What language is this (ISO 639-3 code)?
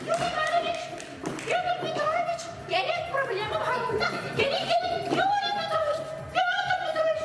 sah